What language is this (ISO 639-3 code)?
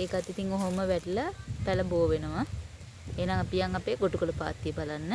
sin